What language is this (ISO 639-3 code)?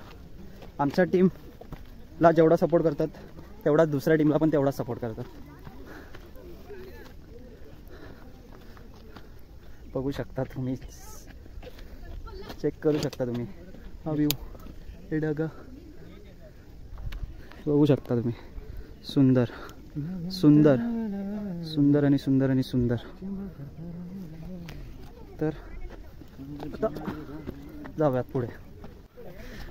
mar